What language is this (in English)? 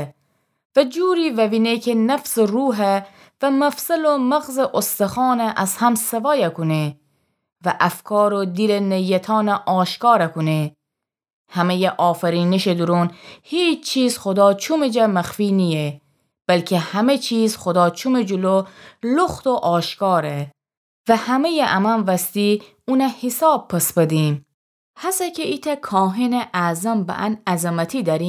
Gilaki